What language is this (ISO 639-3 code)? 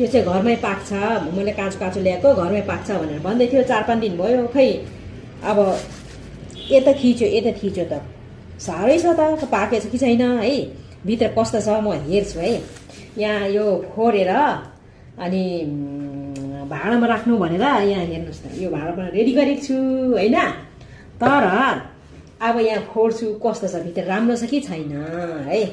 nep